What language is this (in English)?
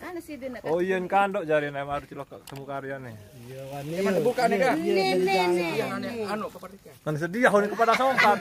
Sasak